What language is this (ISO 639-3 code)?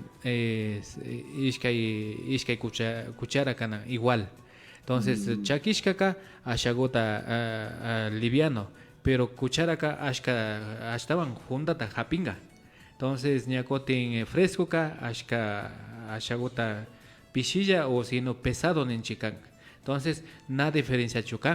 qvi